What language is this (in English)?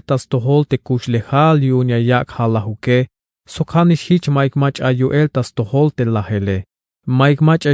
Tzeltal